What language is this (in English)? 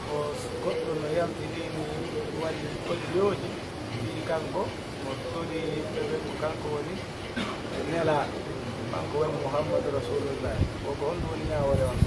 Pular